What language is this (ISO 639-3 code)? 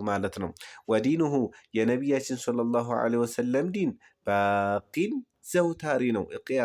amh